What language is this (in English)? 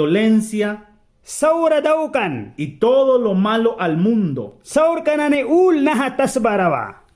Mískito